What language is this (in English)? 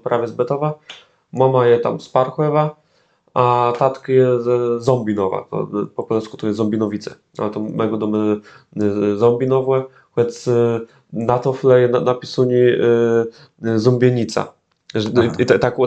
Kashubian